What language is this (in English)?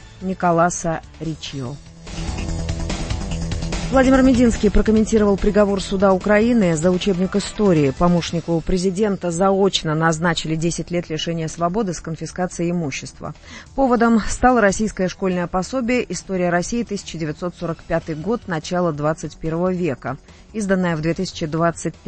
Russian